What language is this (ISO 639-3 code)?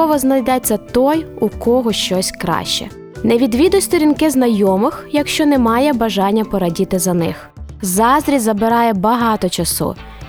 ukr